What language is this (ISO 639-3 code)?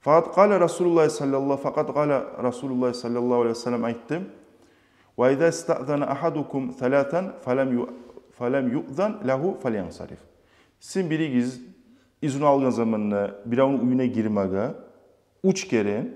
kum